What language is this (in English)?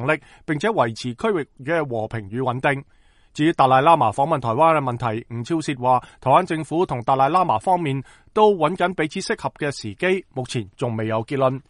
Cantonese